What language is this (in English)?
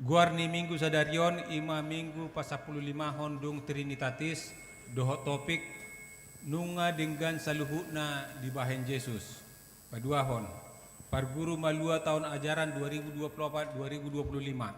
Batak Toba